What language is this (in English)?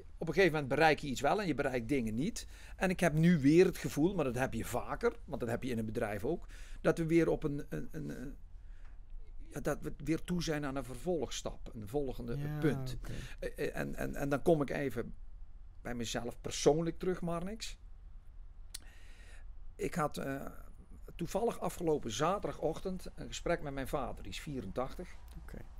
Dutch